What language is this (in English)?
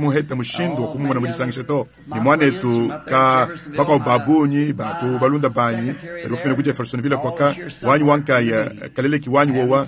Luba-Lulua